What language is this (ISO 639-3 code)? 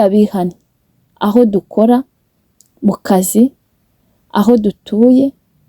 kin